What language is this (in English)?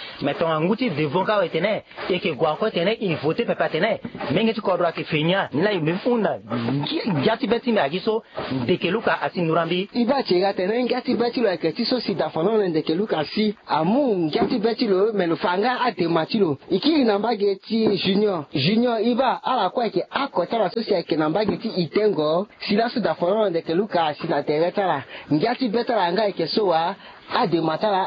Sango